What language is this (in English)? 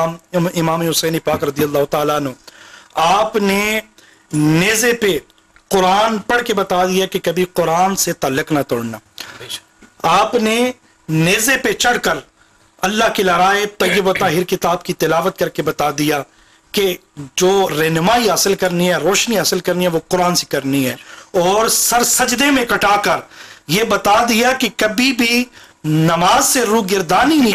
Urdu